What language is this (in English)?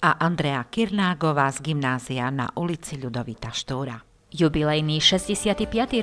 Slovak